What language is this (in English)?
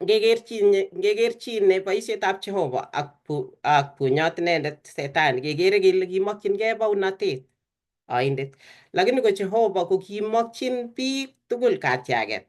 Kalenjin